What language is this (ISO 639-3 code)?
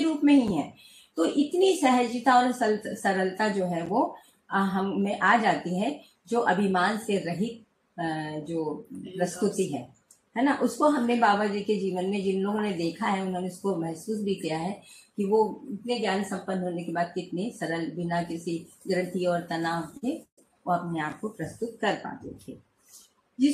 hin